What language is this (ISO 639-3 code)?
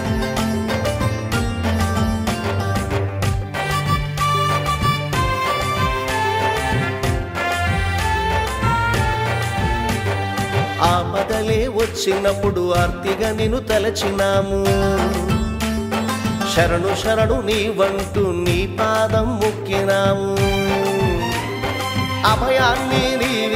tel